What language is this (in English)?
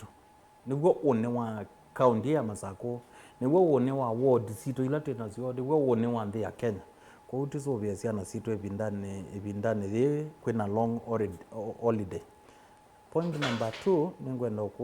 Kamba